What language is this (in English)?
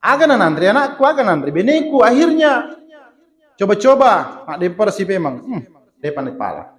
Buginese